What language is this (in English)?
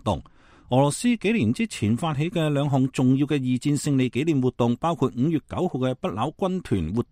Cantonese